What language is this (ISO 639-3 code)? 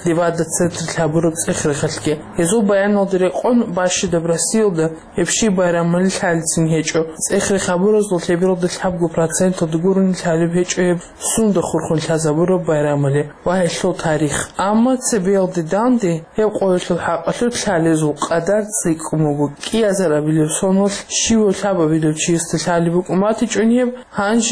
ava